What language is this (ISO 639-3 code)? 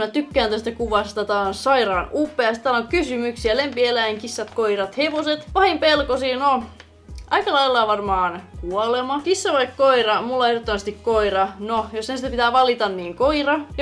fin